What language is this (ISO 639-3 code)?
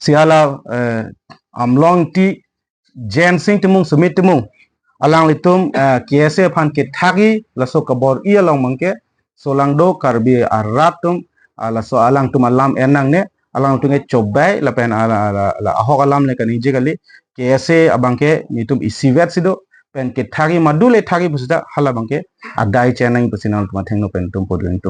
mjw